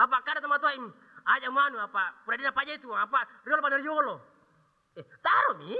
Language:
Buginese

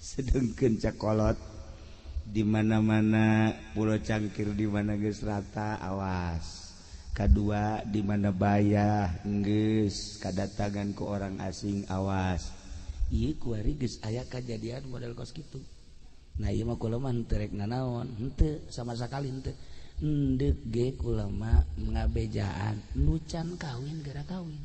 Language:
Sundanese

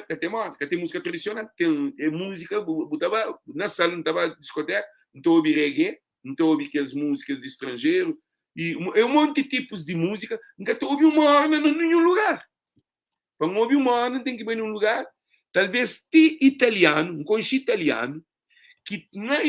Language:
Kabuverdianu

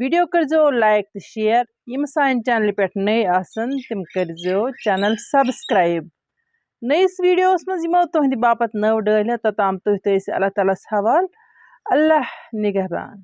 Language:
Kashmiri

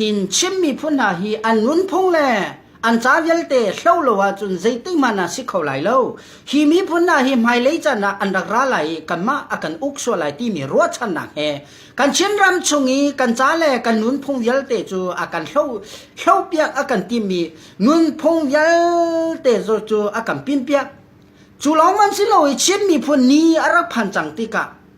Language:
Hakha Chin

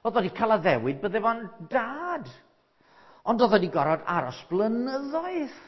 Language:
Welsh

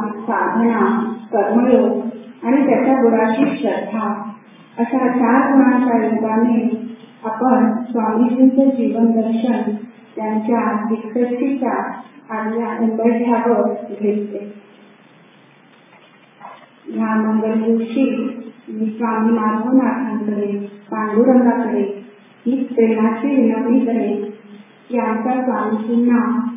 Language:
Marathi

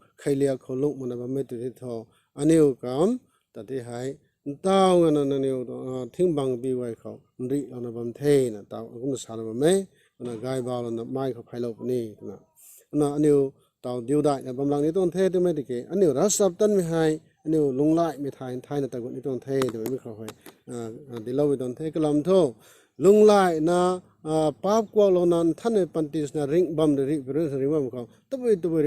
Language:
Rongmei Naga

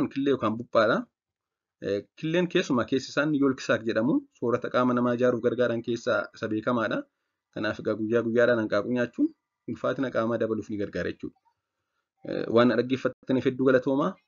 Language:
Oromo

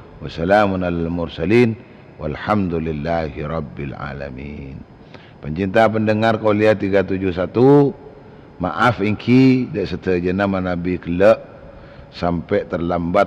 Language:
Madurese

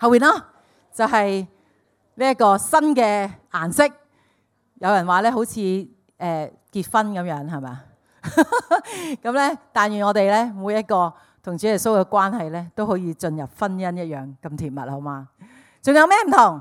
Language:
Cantonese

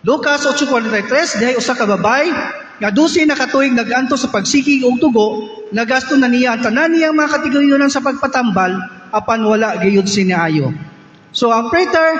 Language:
Cebuano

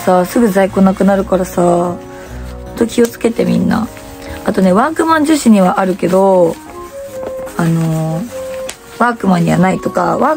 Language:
Japanese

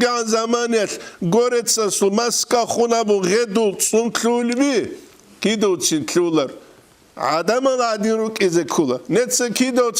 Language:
Avaric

